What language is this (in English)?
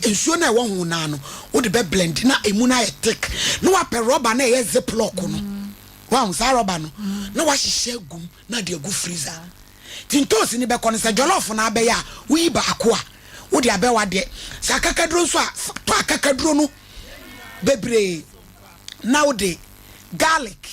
Akan